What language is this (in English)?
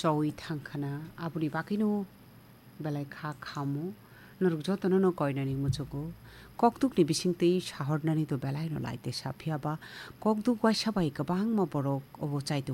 Kok Borok